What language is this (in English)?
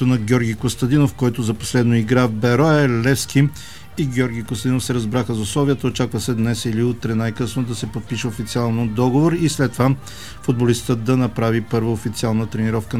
Bulgarian